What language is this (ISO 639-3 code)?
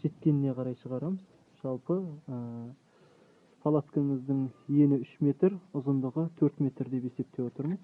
kaz